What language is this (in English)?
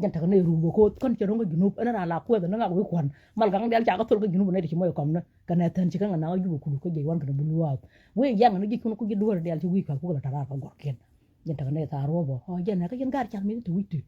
Nuer